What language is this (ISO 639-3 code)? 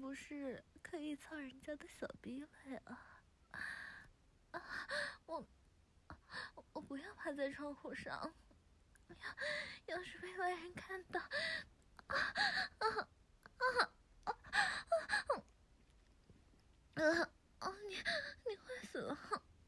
zho